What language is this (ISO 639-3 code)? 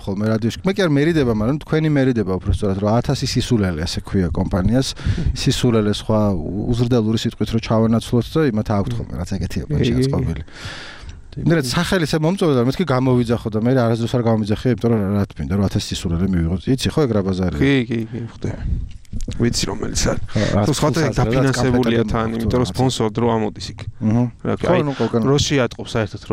kat